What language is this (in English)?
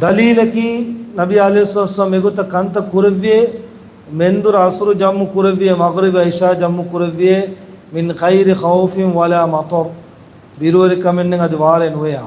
Divehi